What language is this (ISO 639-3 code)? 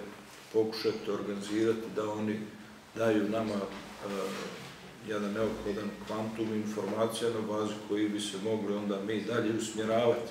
bos